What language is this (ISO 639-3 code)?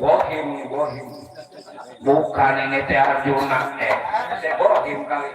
bew